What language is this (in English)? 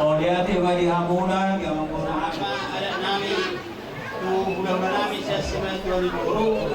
Batak Toba